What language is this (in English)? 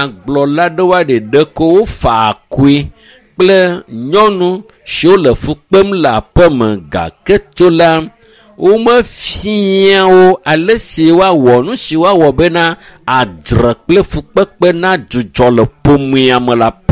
Ewe